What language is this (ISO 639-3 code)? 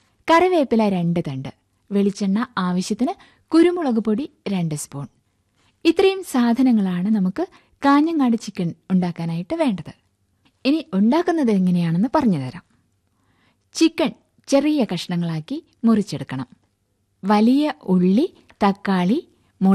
mal